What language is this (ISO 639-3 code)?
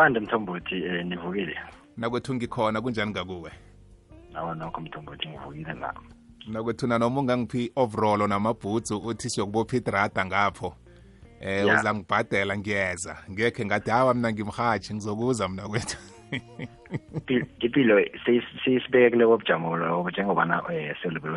nbl